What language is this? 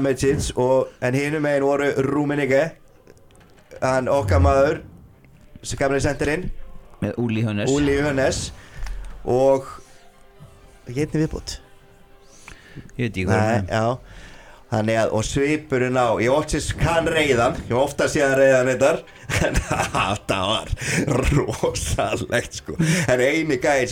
Icelandic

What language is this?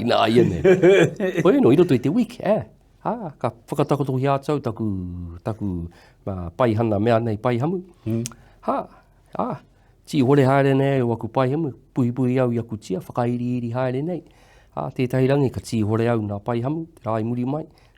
Māori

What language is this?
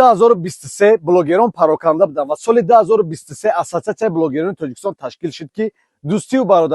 Tajik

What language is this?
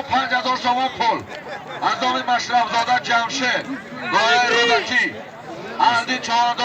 Tajik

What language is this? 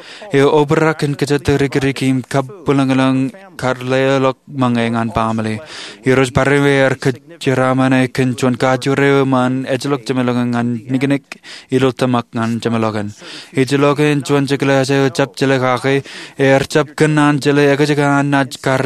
Marshallese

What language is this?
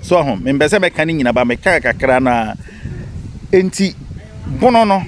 Akan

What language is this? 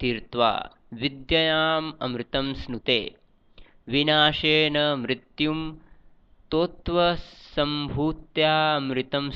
Sanskrit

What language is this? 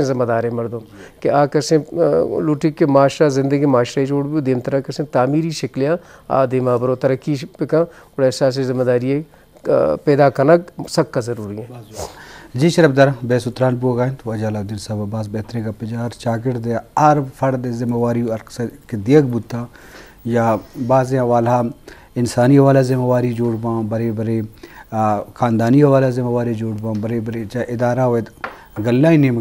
Eastern Balochi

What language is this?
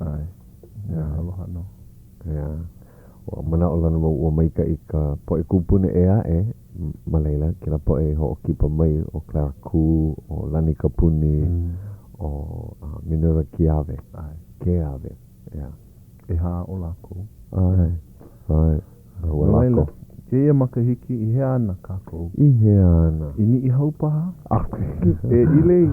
Hawaiian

